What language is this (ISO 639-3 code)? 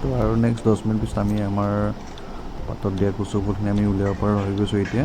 asm